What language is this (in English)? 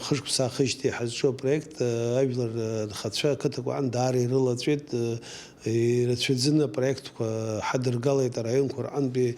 Abkhazian